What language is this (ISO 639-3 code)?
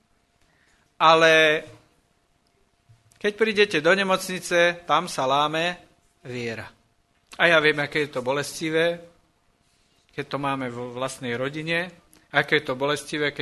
slk